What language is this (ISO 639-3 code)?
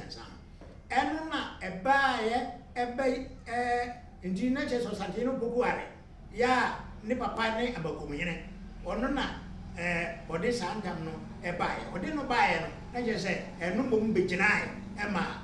aka